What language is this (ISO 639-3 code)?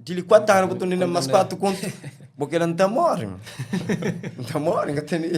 kea